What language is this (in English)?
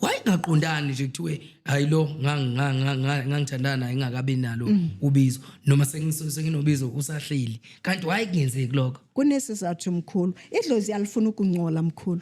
Zulu